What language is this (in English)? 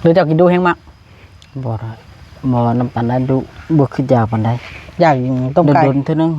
Northeastern Thai